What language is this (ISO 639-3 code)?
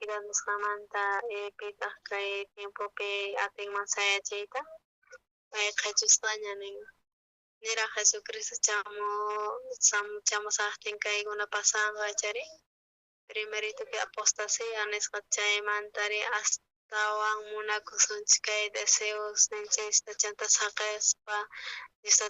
quh